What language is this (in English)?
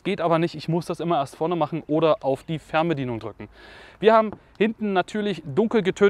German